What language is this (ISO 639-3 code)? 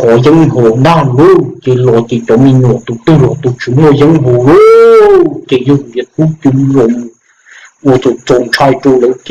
hmn